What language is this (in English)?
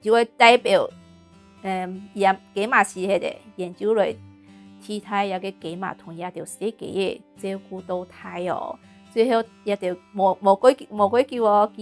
Hakka Chinese